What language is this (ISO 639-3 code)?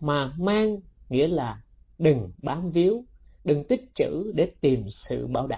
vie